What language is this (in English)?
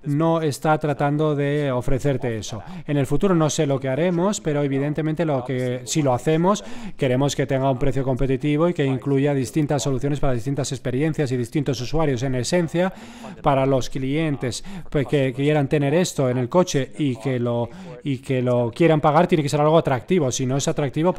Spanish